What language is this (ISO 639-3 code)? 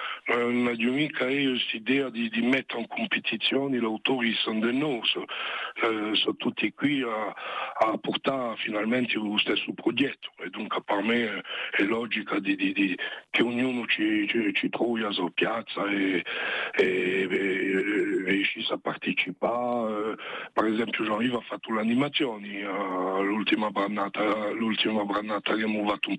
ita